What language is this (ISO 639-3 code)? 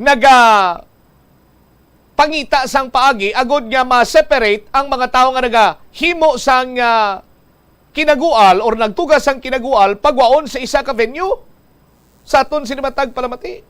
hil